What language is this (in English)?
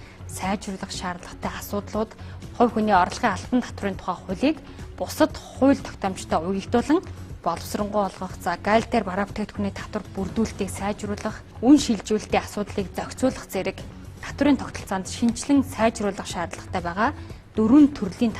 Mongolian